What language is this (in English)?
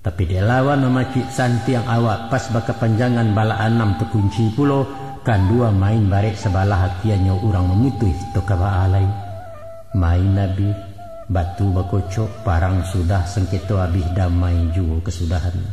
Minangkabau